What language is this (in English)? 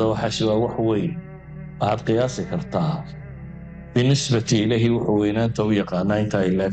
Somali